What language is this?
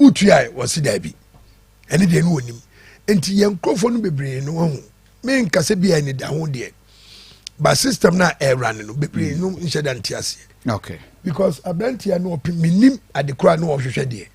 Akan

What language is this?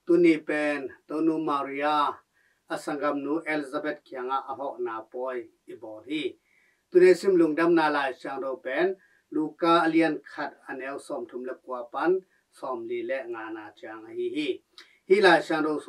Tedim Chin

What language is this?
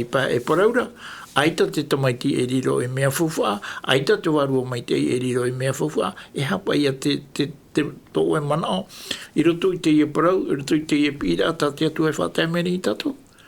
Tahitian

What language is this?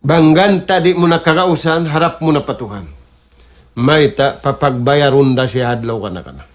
Tausug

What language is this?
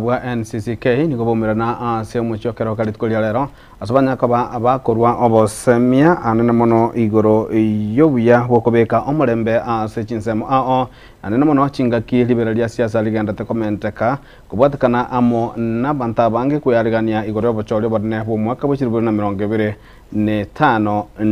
Gusii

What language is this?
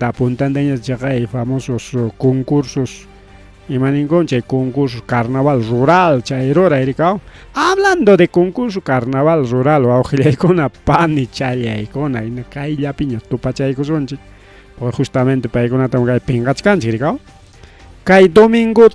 Ayacucho Quechua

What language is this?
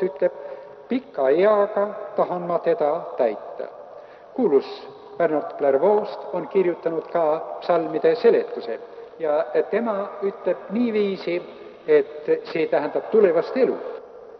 Estonian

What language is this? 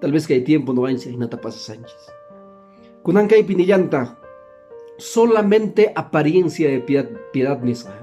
Quechua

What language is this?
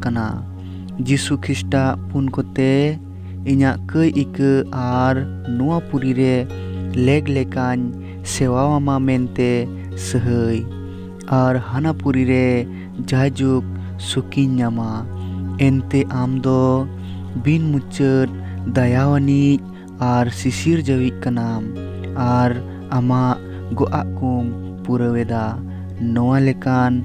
Santali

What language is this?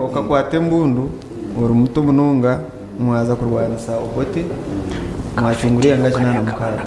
Nyankole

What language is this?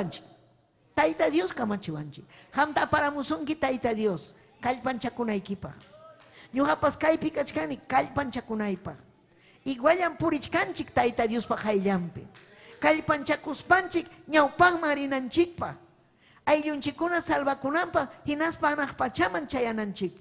Ayacucho Quechua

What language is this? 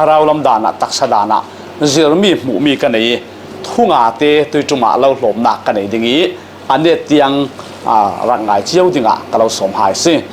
Falam Chin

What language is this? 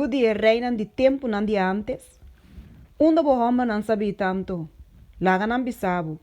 Papiamento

